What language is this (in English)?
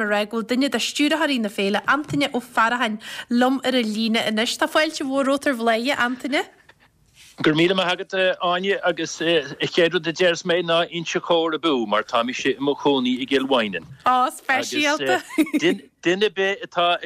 Irish